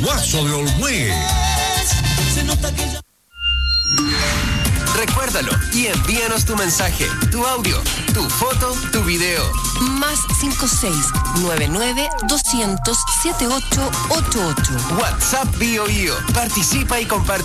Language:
Spanish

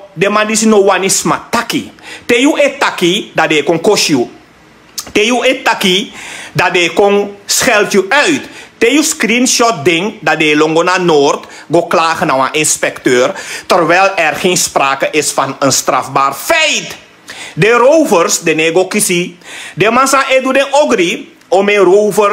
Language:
Sranan Tongo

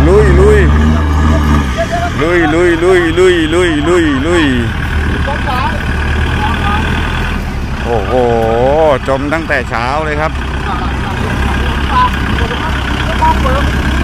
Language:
Thai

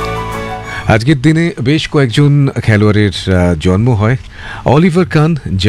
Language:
Bangla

